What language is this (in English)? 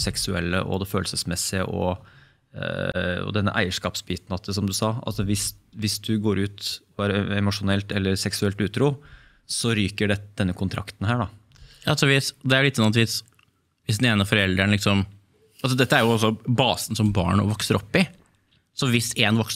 Norwegian